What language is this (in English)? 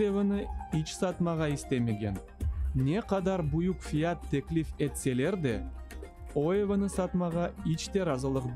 Crimean Tatar